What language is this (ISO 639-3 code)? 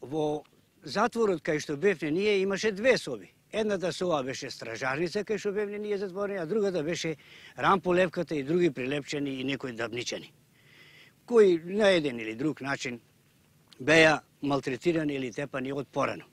mkd